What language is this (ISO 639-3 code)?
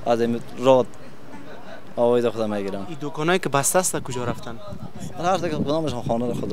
fas